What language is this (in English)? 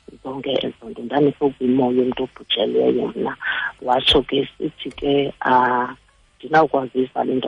Xhosa